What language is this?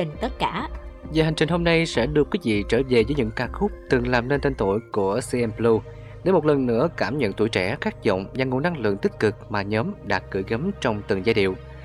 Vietnamese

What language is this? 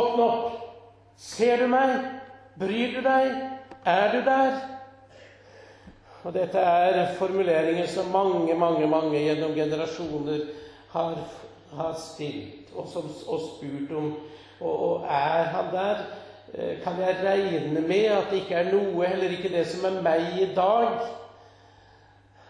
Norwegian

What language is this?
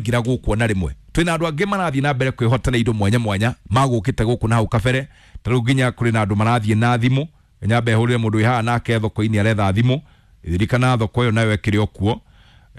Kikuyu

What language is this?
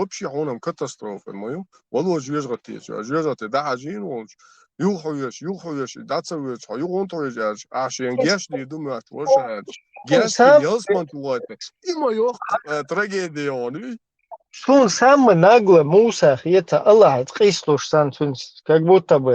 Chechen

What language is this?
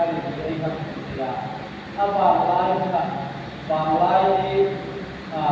Hmar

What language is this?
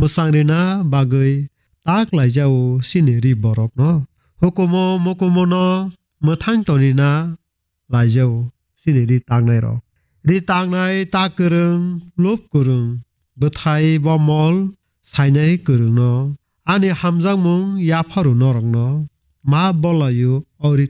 Kok Borok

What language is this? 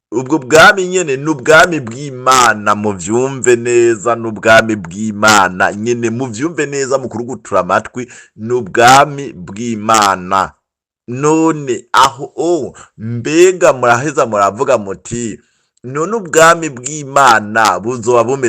Rundi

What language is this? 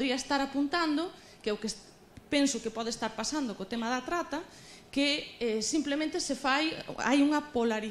Galician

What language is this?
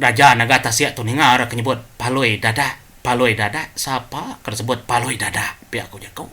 Iban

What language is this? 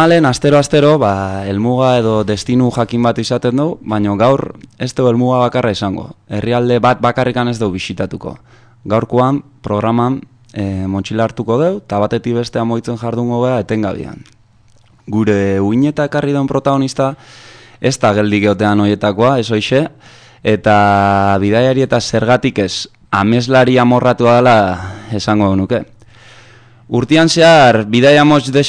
Basque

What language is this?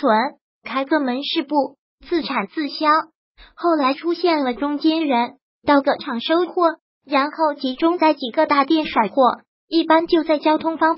Chinese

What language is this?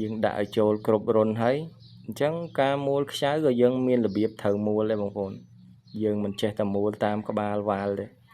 Khmer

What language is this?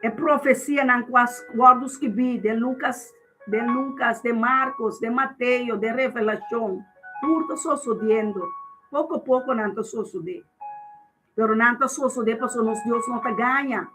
Papiamento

